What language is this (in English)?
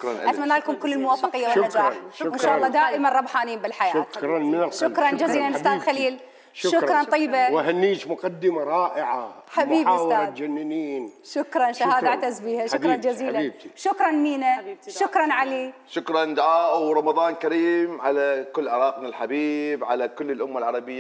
Mesopotamian Arabic